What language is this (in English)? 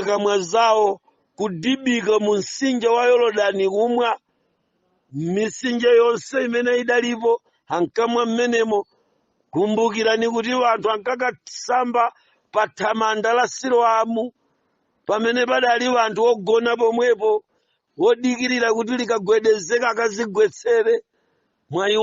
Nyanja